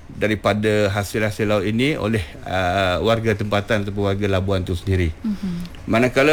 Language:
Malay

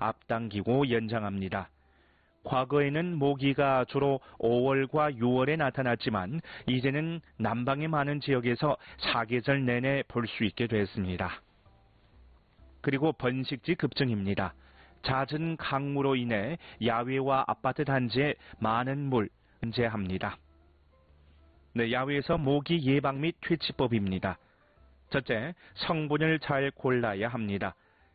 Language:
Korean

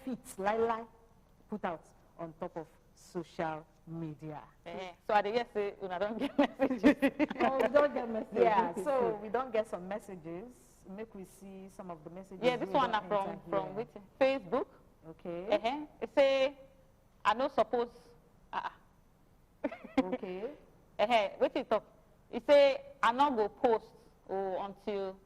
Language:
Nigerian Pidgin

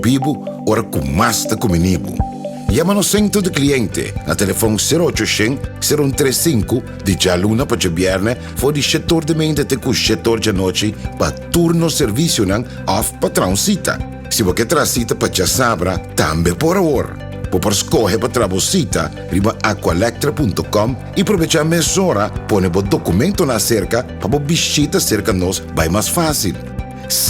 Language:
Papiamento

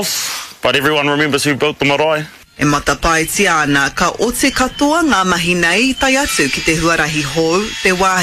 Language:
Māori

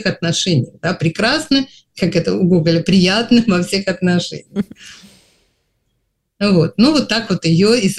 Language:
Russian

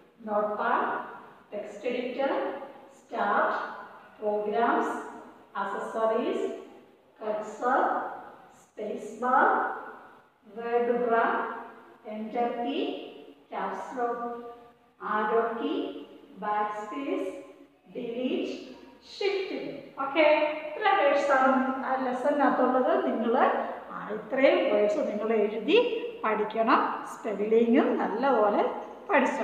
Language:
Malayalam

